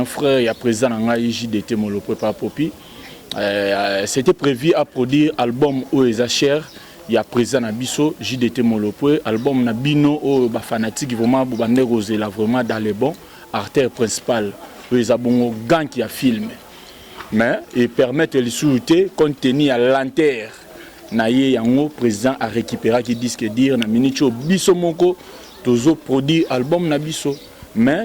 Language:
Lingala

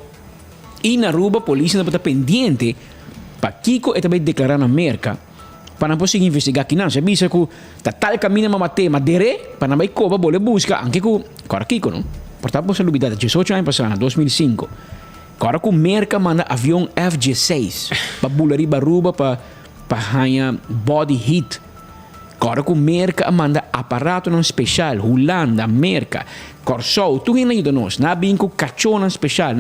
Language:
Papiamento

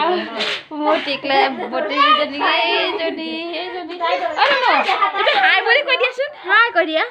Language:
Assamese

